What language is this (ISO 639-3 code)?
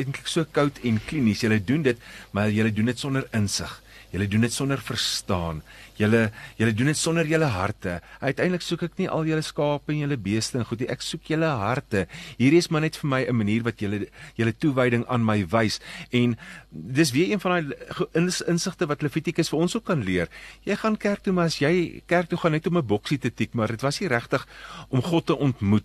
afr